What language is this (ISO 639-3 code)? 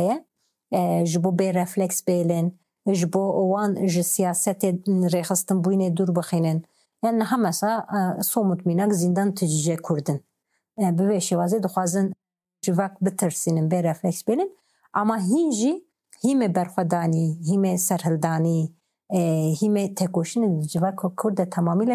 kur